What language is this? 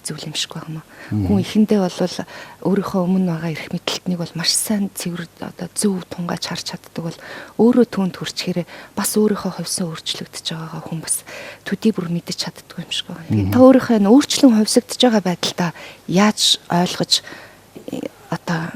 Mongolian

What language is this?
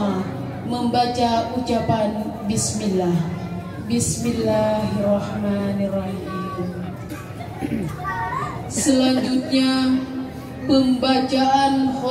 Indonesian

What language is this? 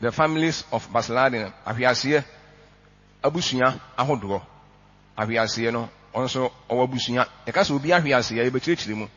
Akan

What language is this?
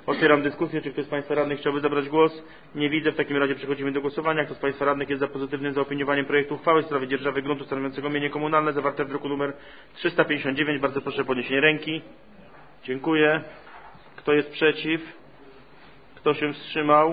Polish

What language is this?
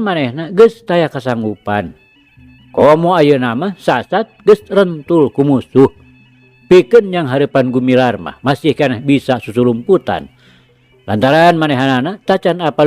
Sundanese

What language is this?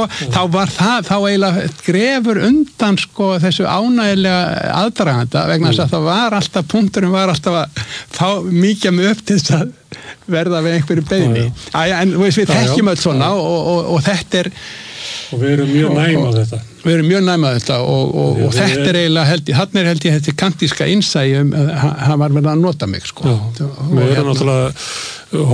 Icelandic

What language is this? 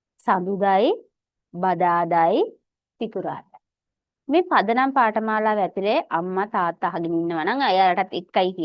Sinhala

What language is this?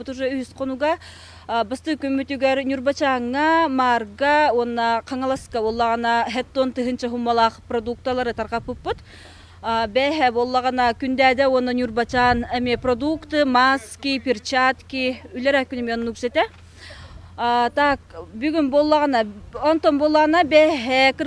Yakut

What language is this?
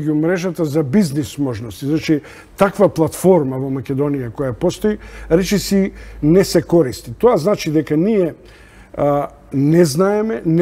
Macedonian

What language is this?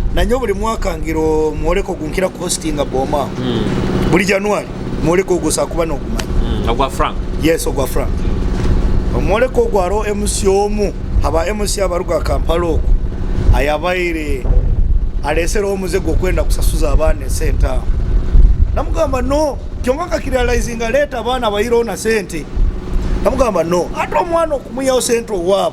Nyoro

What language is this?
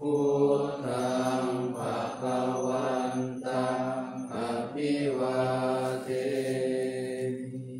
Pali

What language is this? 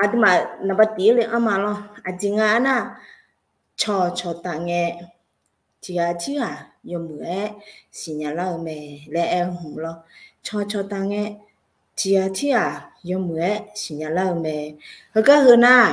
Akha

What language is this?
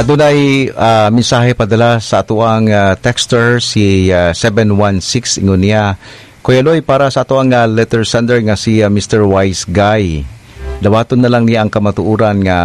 Cebuano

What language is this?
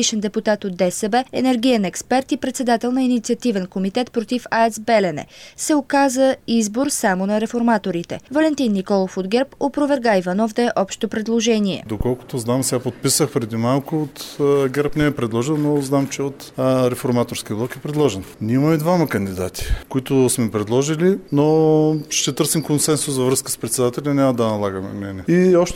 Bulgarian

